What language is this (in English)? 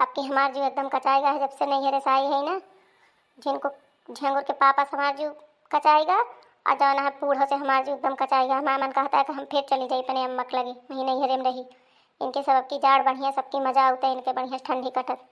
Awadhi